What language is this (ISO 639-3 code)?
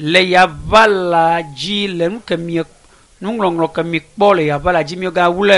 ewe